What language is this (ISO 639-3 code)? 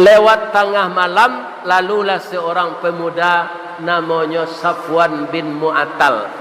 min